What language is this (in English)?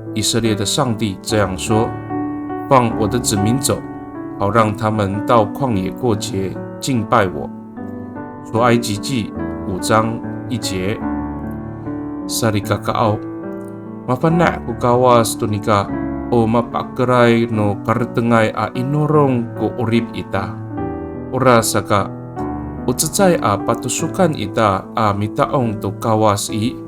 Amis